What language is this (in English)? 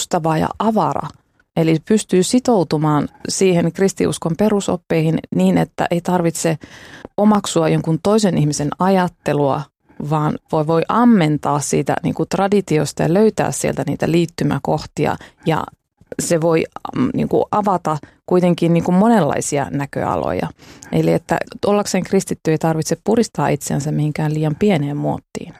Finnish